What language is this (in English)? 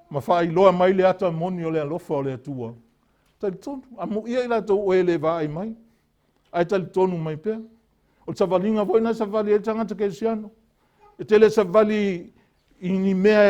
Samoan